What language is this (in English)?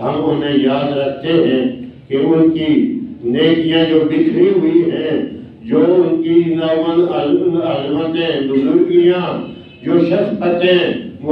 Urdu